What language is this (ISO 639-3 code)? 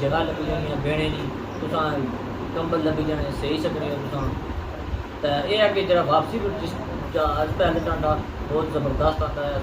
phr